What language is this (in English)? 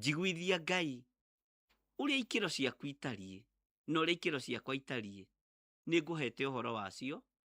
Kikuyu